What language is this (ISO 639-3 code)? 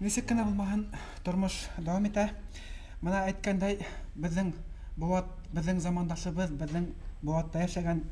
bak